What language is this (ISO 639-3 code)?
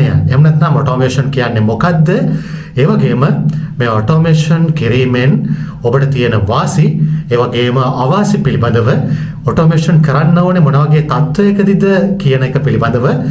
sin